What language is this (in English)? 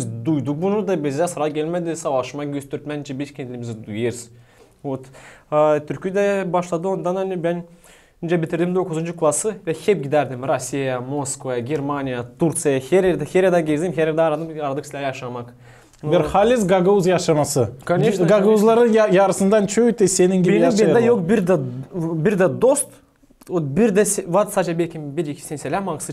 Gagauz